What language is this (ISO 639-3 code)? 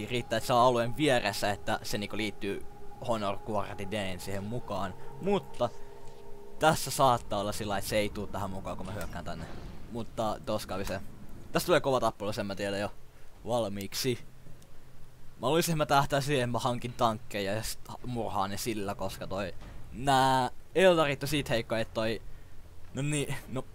fin